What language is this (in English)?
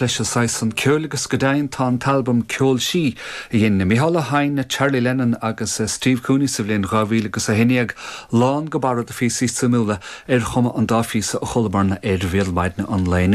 Irish